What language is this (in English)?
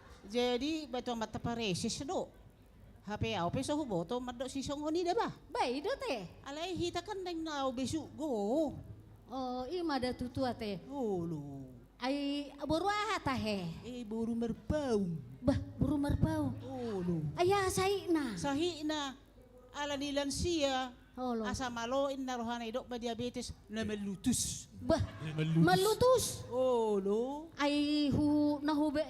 Batak Toba